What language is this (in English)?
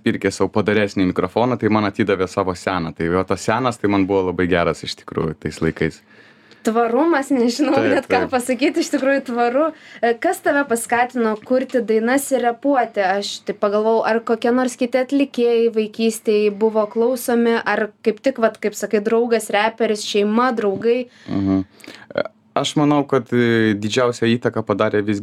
Lithuanian